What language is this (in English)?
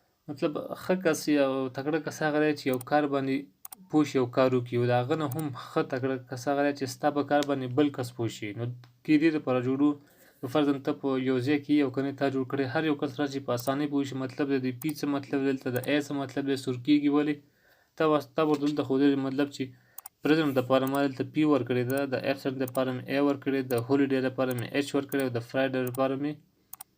Pashto